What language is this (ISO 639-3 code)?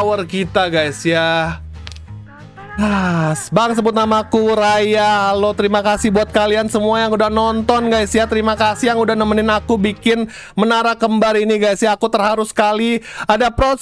ind